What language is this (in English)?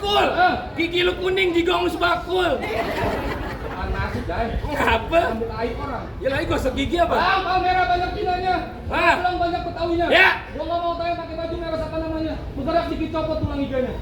Betawi